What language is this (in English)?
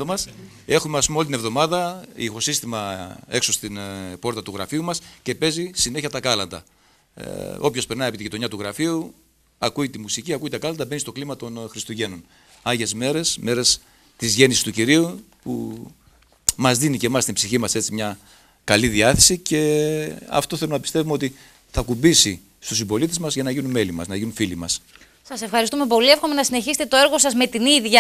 Greek